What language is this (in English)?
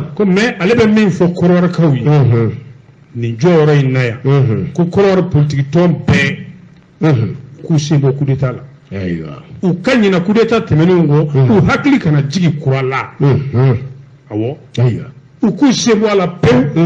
Bambara